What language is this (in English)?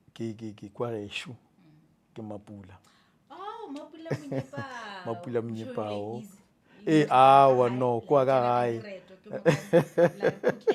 Northern Sotho